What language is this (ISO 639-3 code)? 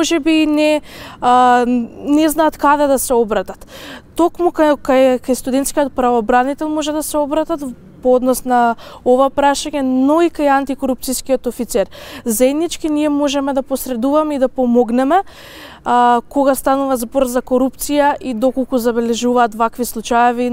mkd